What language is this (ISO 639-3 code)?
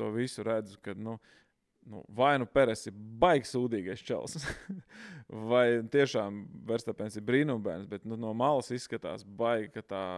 lav